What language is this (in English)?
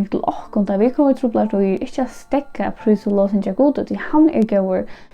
Faroese